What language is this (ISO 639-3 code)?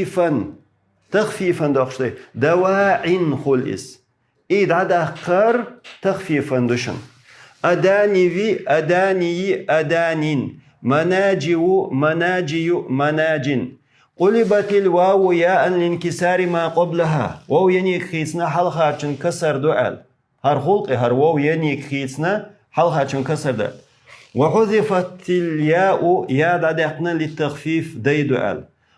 che